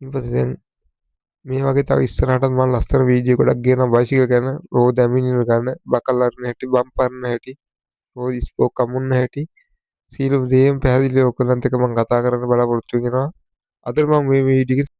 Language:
Sinhala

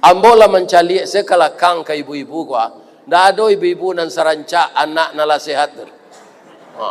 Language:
Minangkabau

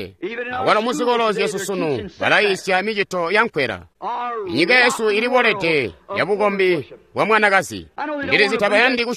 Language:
Tonga (Zambia)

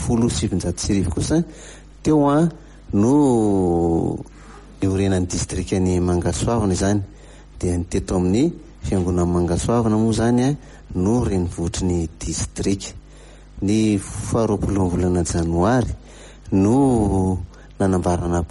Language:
Malagasy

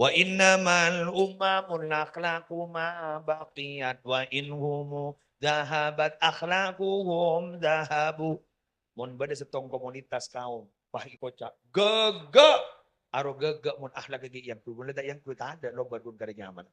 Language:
Madurese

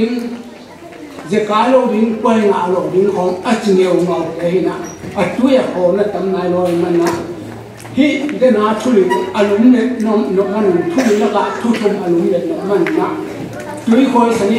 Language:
Tedim Chin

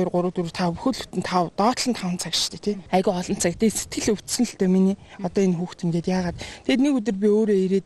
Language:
Mongolian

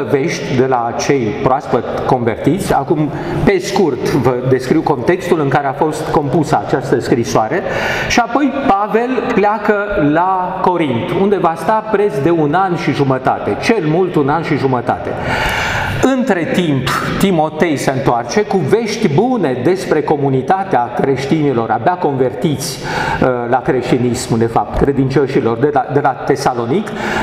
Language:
Romanian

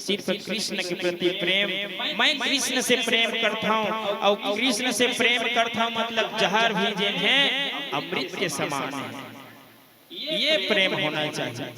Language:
Chhattisgarhi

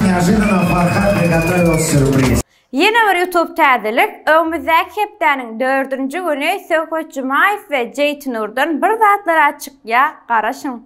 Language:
Turkmen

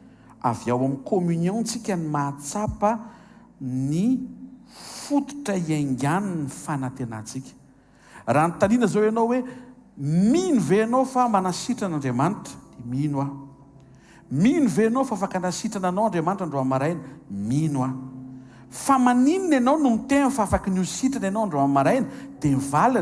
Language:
Malagasy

